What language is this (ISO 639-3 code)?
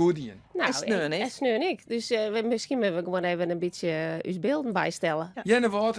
fry